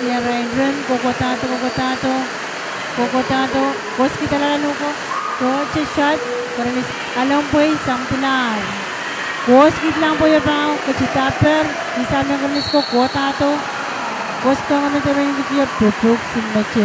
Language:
Pohnpeian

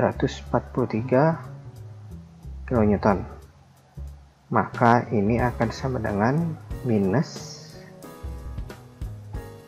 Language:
Indonesian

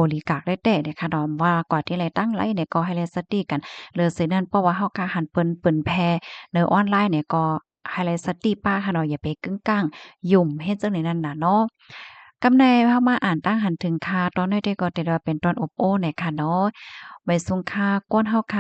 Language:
Shan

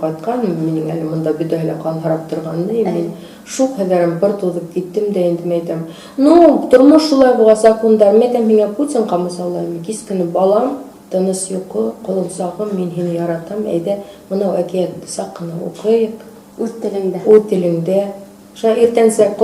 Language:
Bashkir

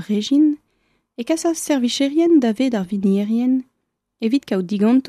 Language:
Breton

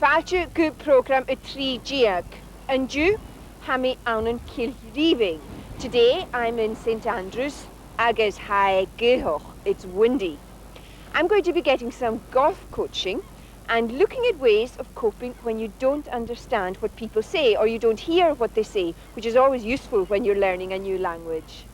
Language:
Scottish Gaelic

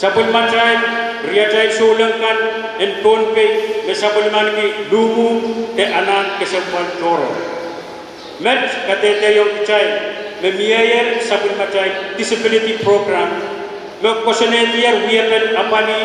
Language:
Pohnpeian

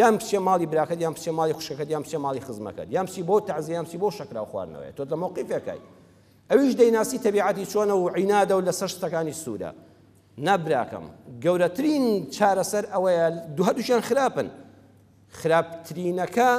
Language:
Central Kurdish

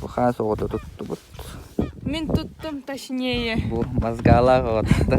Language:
Yakut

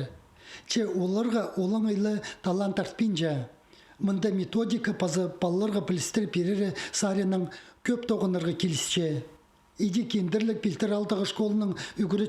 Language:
Khakas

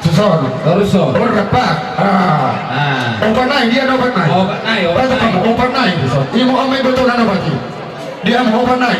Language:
Batak Toba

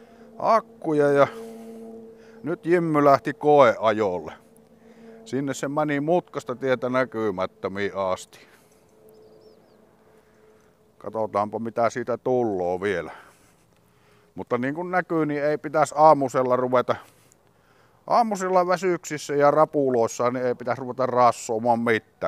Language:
Finnish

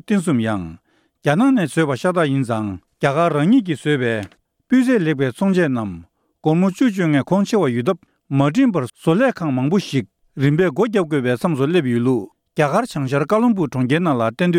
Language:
Tibetan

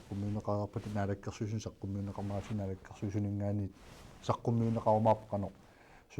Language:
Kalaallisut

